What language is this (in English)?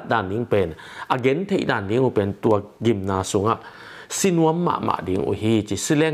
Tedim Chin